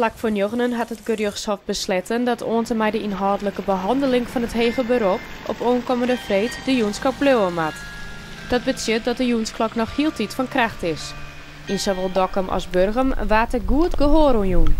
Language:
Western Frisian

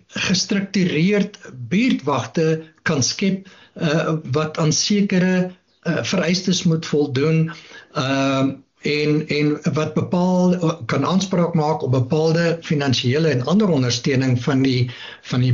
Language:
Afrikaans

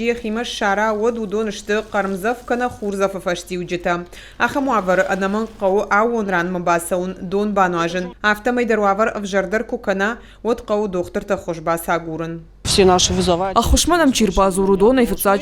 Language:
Ossetic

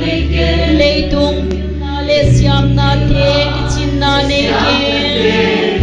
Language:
Paite Chin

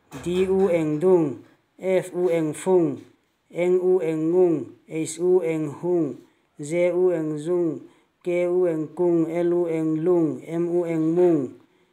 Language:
Vaiphei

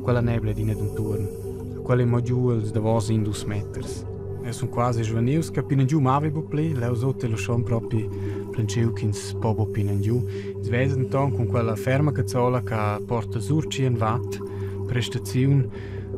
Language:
Romansh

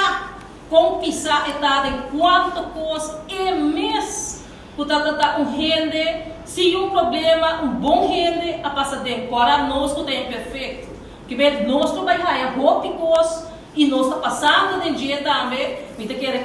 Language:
Papiamento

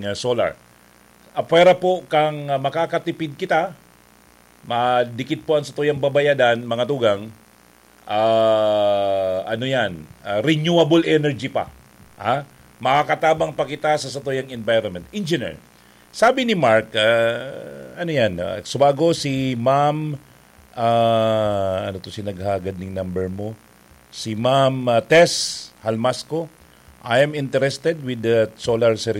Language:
Bikol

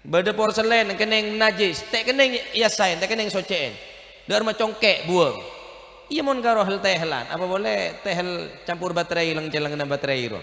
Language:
Madurese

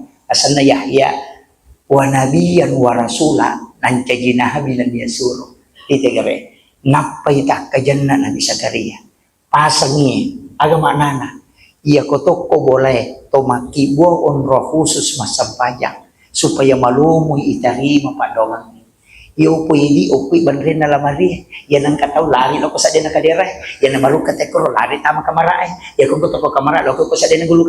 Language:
Buginese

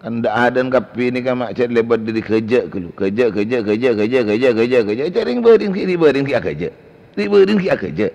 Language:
Madurese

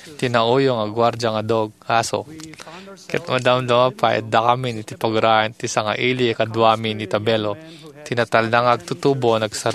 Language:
Iloko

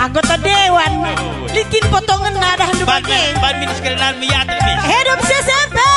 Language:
Batak Karo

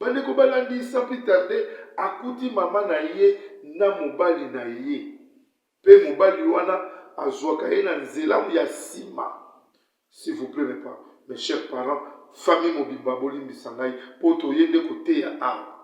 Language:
Lingala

